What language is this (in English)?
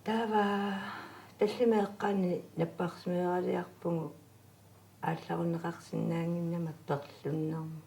Kalaallisut